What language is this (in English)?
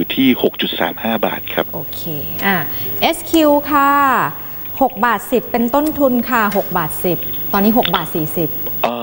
Thai